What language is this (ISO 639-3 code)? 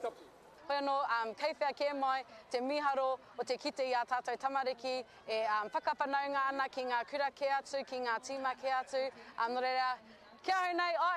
mri